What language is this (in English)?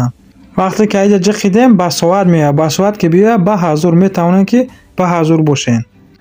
Tajik